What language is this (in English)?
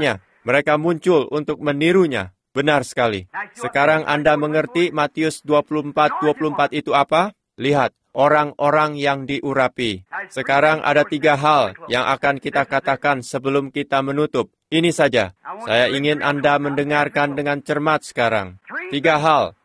Indonesian